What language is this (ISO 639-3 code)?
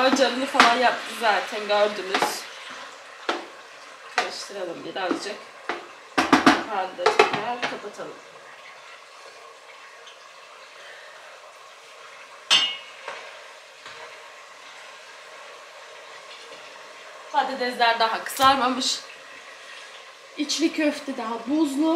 tur